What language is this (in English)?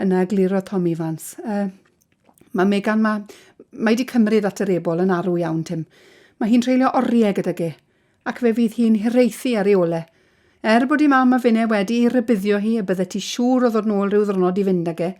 Welsh